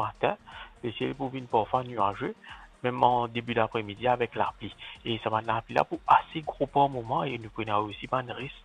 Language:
Morisyen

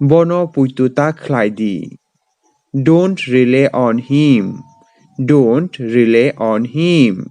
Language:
Kok Borok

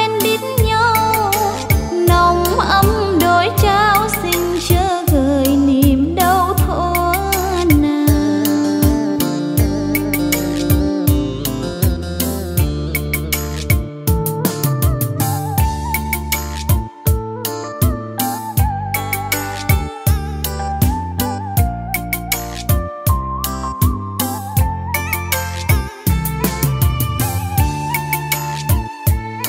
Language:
Vietnamese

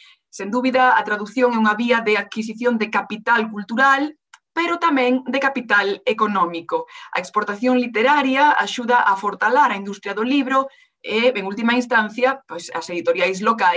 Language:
Galician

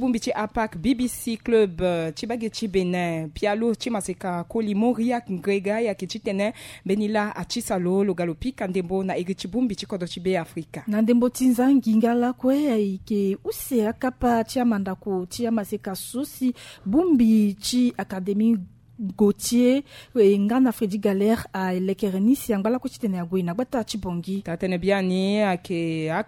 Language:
Sango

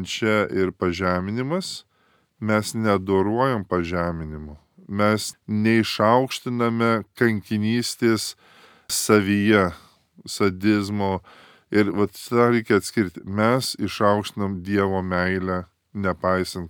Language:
Lithuanian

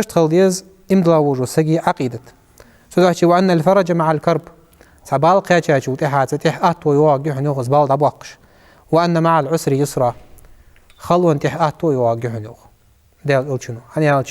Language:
Ingush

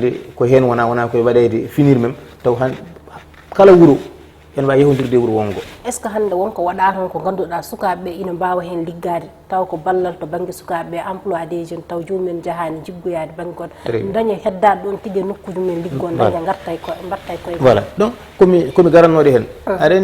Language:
Fula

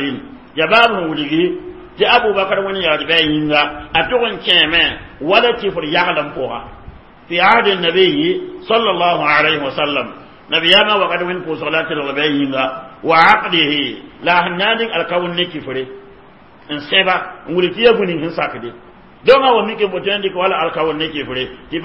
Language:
Mossi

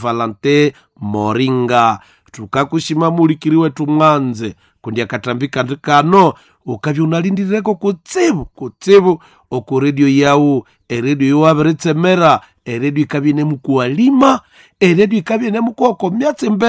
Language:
Nande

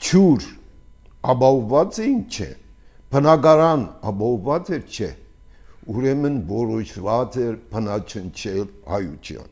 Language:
Armenian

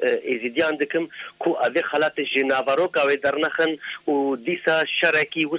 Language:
Kurdish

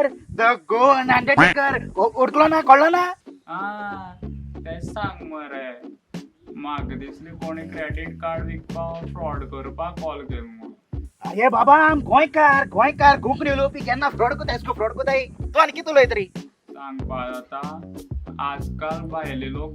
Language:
Konkani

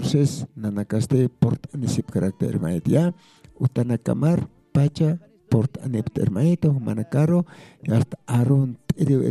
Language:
Aymara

